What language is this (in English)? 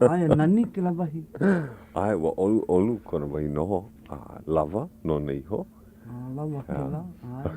Hawaiian